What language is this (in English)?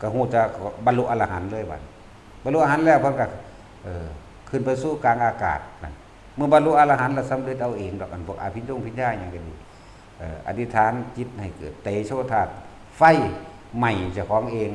Northeastern Thai